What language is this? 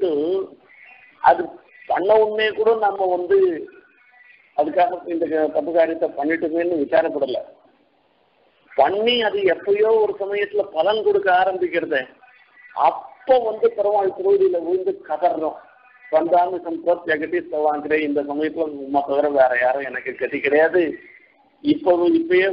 Tamil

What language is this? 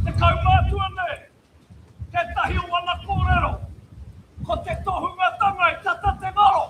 Māori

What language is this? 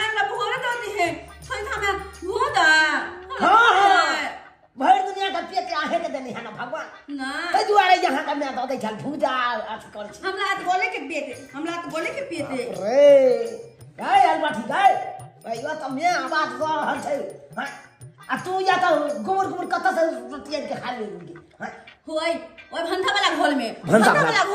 Maithili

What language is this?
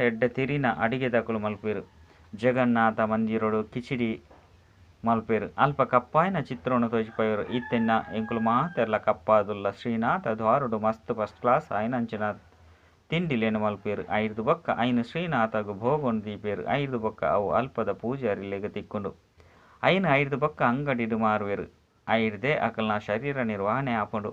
Tulu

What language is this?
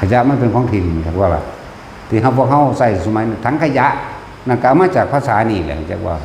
Northeastern Thai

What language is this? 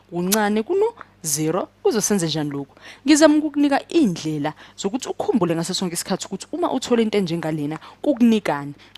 Zulu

